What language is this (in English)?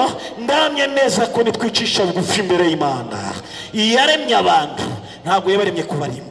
Kinyarwanda